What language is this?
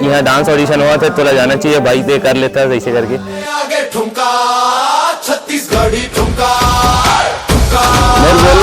Chhattisgarhi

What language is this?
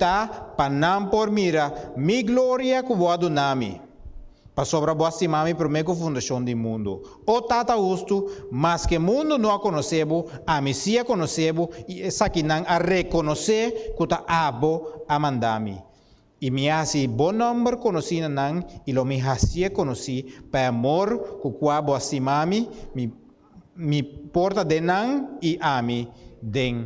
Papiamento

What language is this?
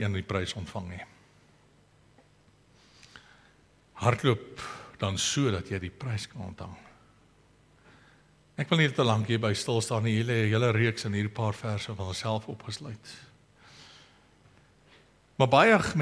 Afrikaans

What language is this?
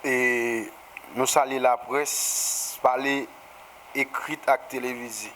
Haitian Creole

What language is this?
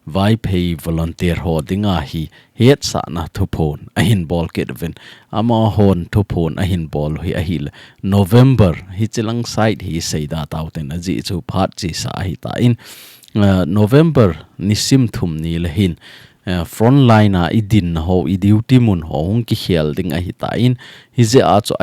Thado Chin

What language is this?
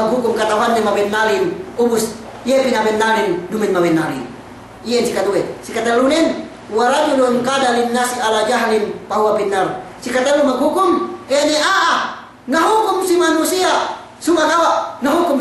Yakan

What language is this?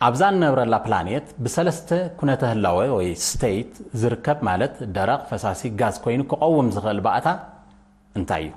Tigrinya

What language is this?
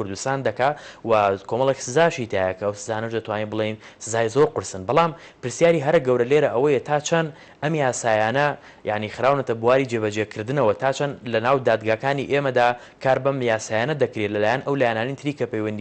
Central Kurdish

